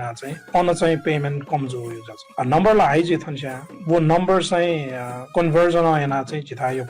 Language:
Newari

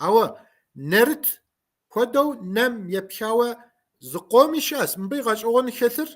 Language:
Kabardian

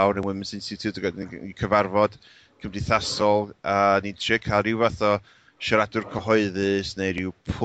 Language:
Welsh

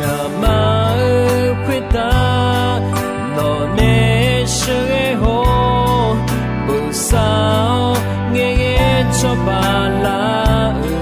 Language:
Akha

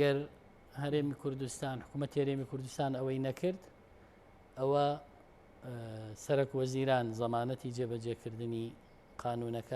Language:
Central Kurdish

